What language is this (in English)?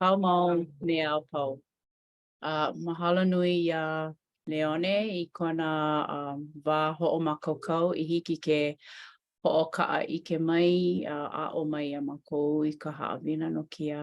Hawaiian